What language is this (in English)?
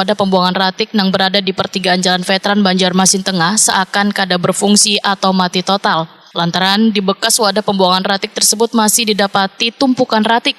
Banjar